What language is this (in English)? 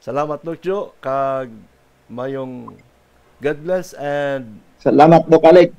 Hiligaynon